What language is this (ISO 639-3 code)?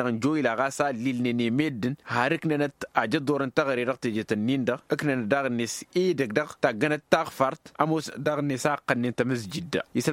taq